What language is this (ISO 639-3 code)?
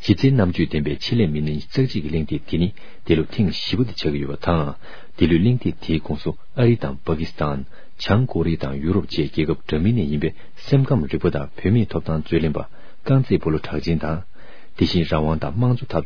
bod